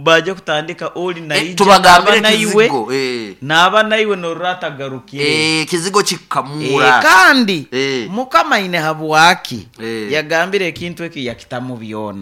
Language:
Nyoro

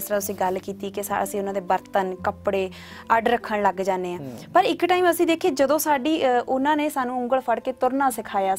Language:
Punjabi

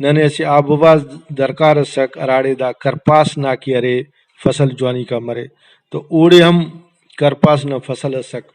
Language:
Brahui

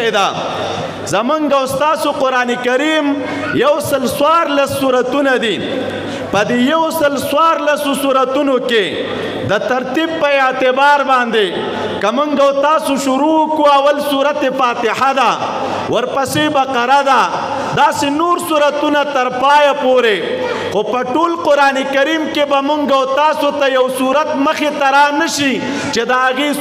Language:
Pashto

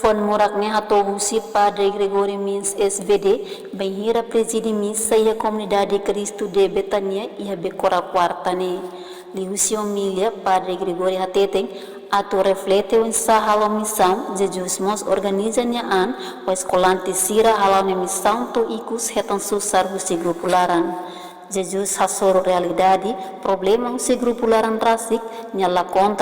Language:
Tetum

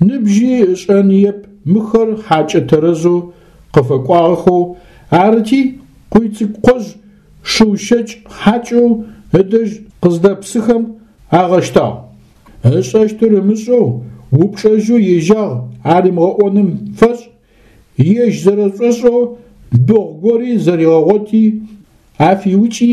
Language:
Adyghe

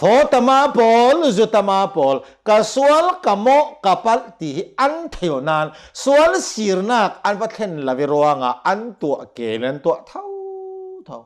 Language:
Hakha Chin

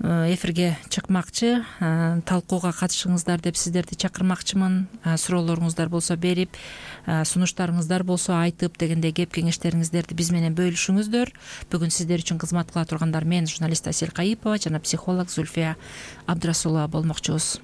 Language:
Kyrgyz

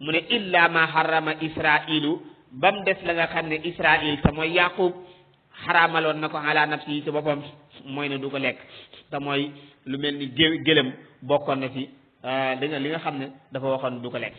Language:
Wolof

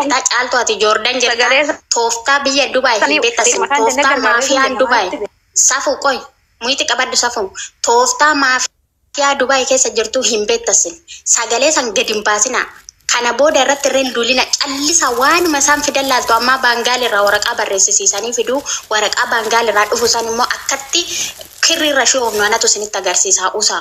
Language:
Oromo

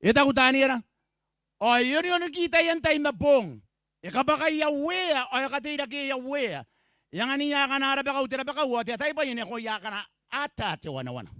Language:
Gilbertese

